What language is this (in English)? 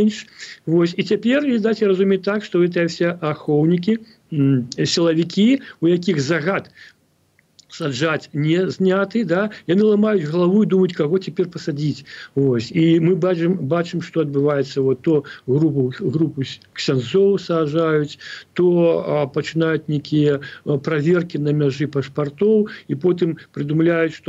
Belarusian